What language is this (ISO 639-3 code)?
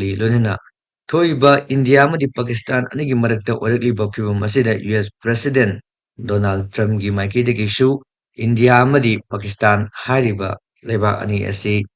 mni